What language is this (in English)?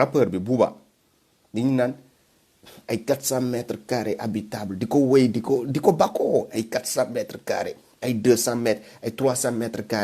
Wolof